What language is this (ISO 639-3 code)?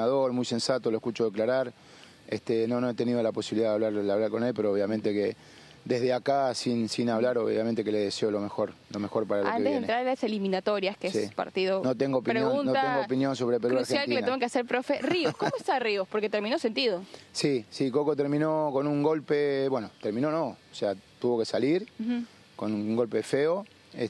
spa